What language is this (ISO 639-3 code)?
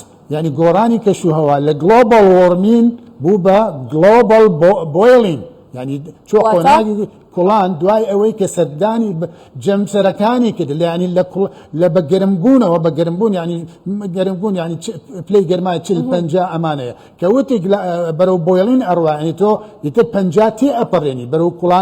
ckb